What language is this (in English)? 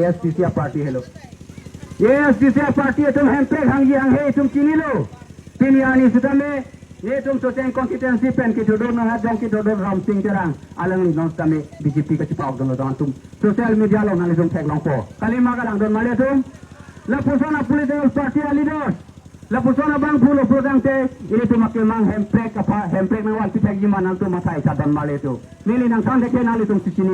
Karbi